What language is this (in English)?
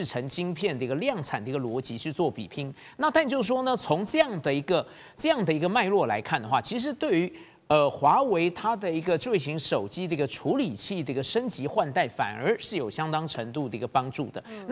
Chinese